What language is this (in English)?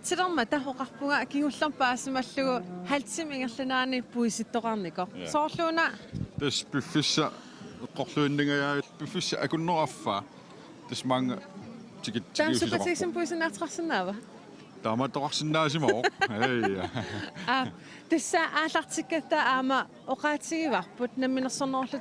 Kalaallisut